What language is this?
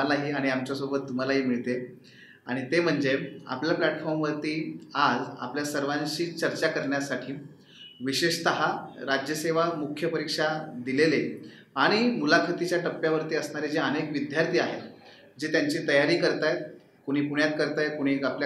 Marathi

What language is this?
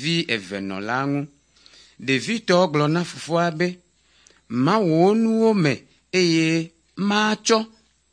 Ewe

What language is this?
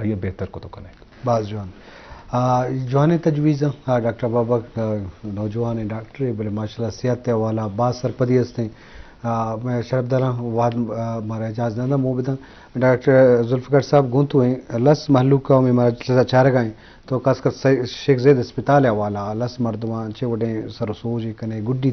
Baluchi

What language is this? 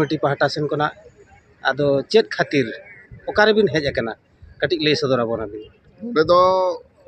Santali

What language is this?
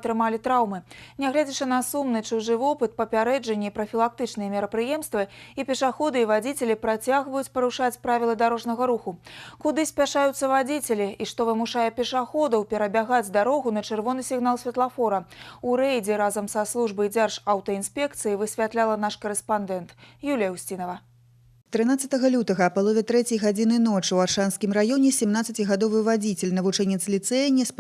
Belarusian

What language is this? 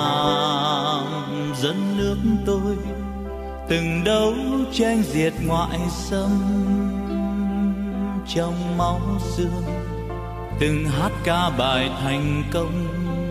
Vietnamese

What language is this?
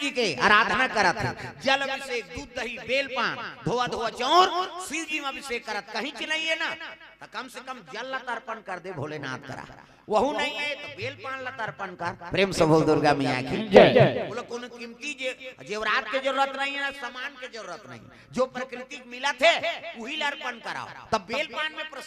Chhattisgarhi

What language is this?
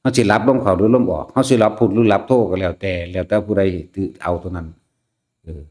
Northeastern Thai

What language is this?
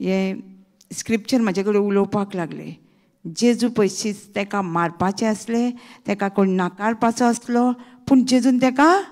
Konkani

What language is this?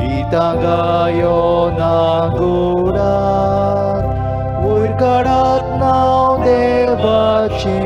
Konkani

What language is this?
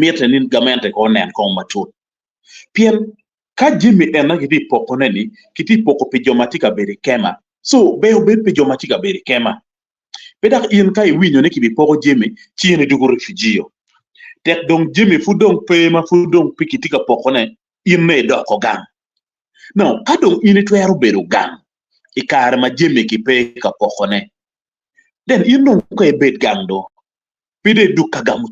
Acoli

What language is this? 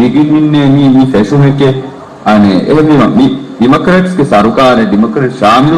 Divehi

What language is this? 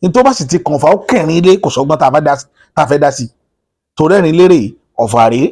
Yoruba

